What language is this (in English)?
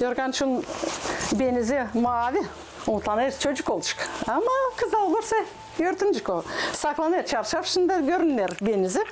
Gagauz